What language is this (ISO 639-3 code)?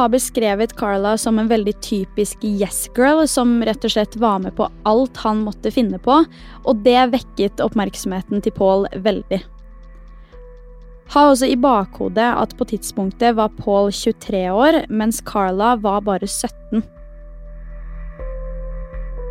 nor